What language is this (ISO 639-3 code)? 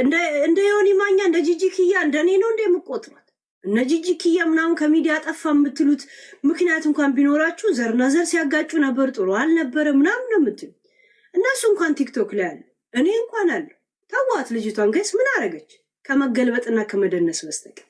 amh